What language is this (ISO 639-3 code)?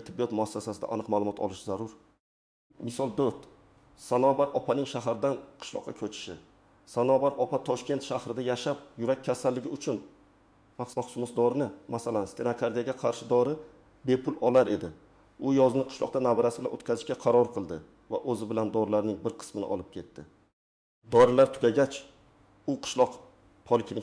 uzb